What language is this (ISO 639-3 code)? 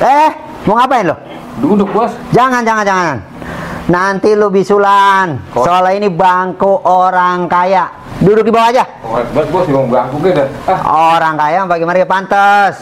bew